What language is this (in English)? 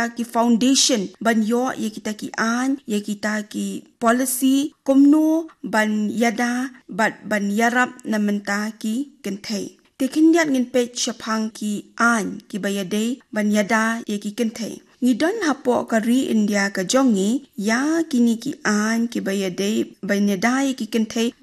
Khasi